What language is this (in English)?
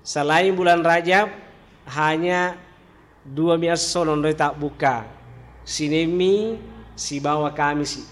Buginese